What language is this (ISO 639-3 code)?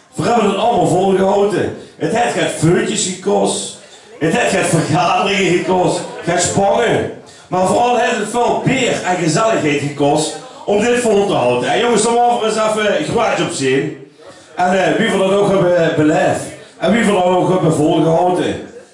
lim